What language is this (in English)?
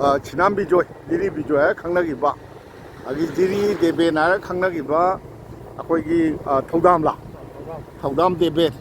Manipuri